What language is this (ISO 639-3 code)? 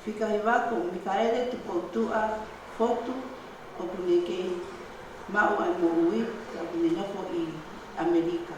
ton